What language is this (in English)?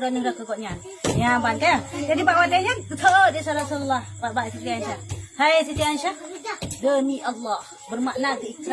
Achinese